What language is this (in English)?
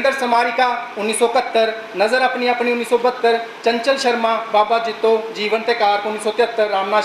Dogri